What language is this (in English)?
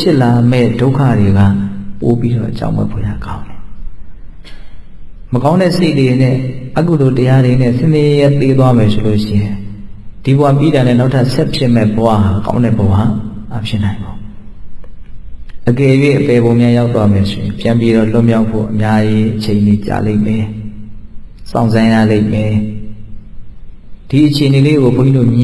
Burmese